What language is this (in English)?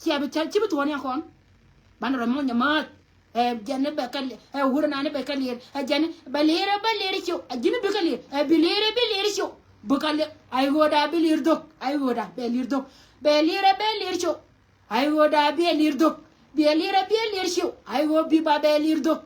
Nuer